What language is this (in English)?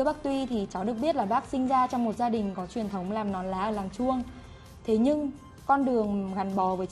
Vietnamese